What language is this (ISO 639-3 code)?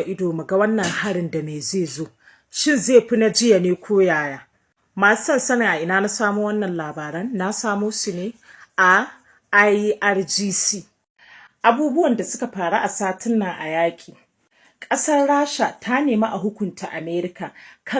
hau